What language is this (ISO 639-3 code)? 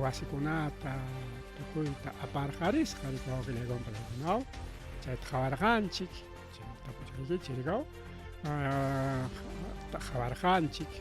quy